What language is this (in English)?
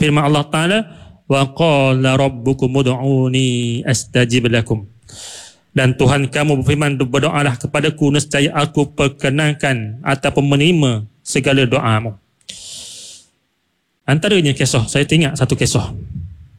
Malay